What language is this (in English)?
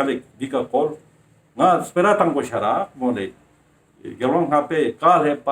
Ladakhi